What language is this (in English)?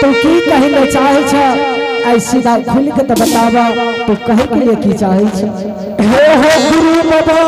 Angika